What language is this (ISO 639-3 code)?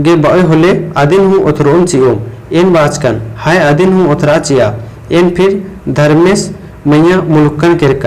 kru